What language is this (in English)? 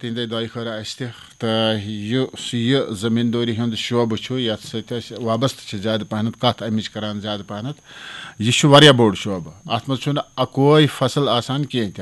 Kashmiri